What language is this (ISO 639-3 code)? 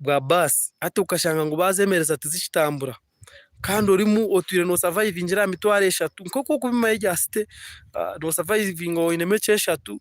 nyn